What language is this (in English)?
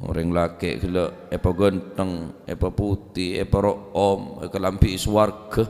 Madurese